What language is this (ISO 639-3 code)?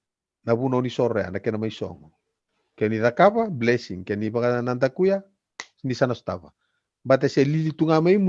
fij